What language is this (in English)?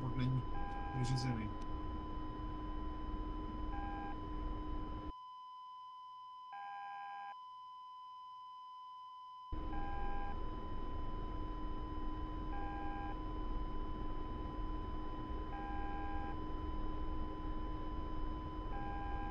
Czech